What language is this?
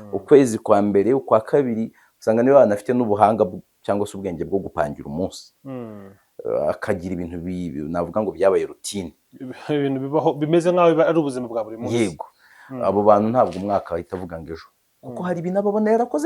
Kinyarwanda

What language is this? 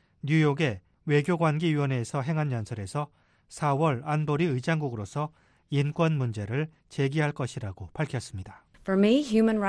Korean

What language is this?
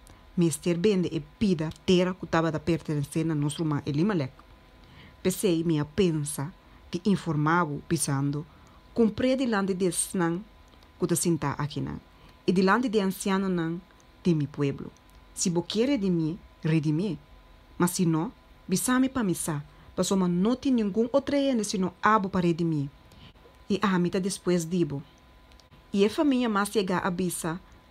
Papiamento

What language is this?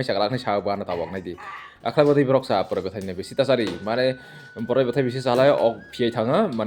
Kok Borok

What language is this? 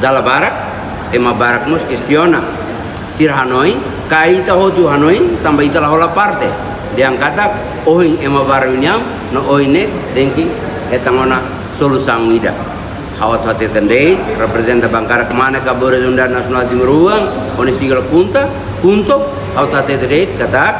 Tetum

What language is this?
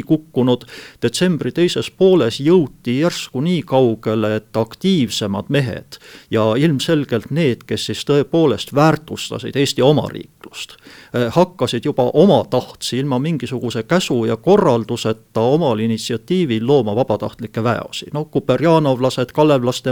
Estonian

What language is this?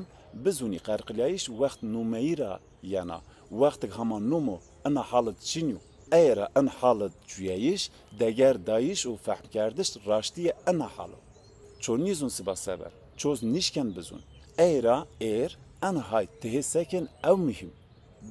Zaza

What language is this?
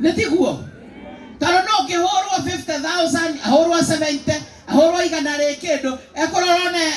Kikuyu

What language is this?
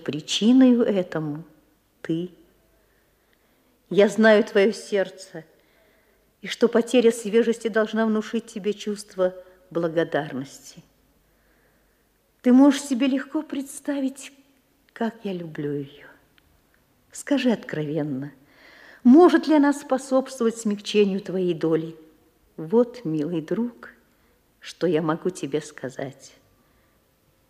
Russian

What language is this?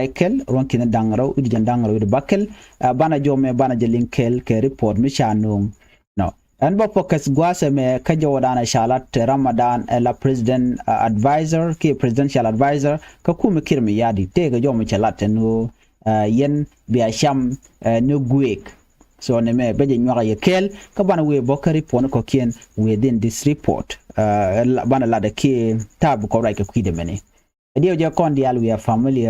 Nuer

